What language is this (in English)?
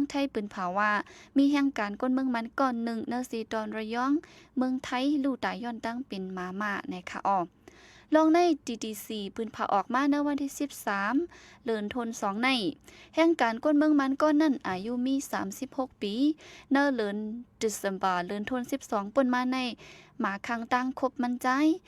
Shan